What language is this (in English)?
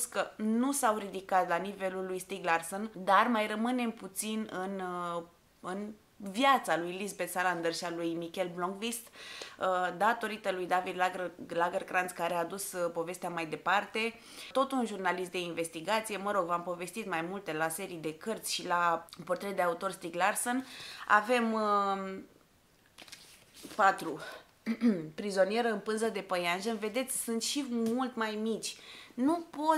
Romanian